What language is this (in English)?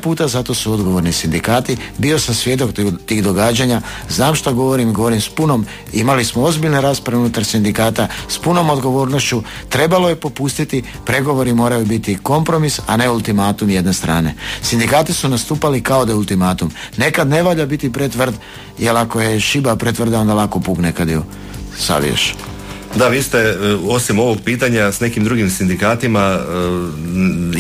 Croatian